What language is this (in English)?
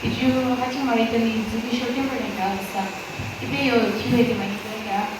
Yimchungru Naga